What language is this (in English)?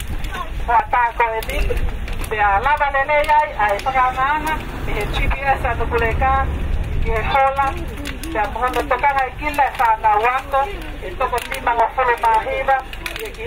Tongan